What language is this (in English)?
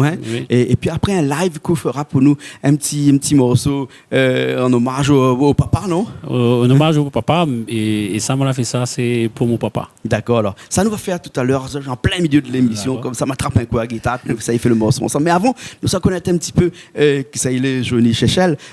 Réunion Creole French